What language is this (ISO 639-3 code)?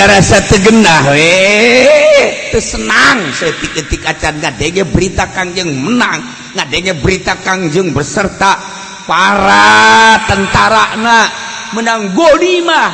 sun